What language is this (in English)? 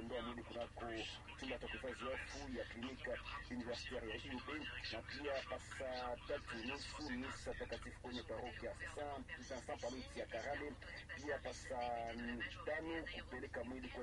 Swahili